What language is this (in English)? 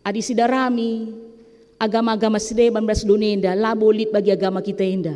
Batak Karo